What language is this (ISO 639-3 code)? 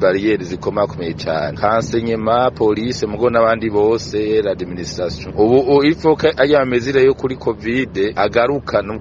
run